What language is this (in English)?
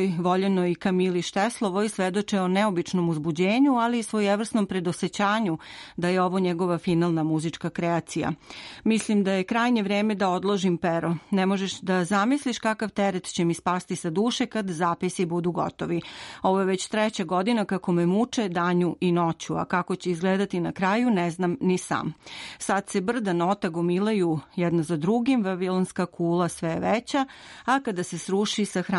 Serbian